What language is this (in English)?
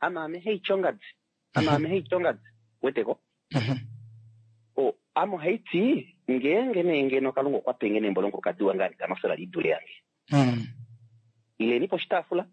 Kuanyama